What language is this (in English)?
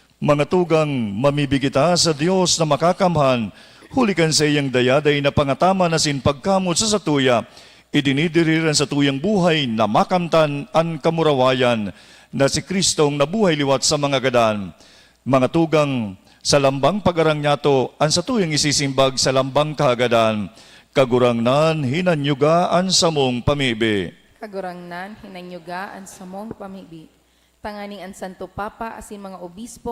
Bikol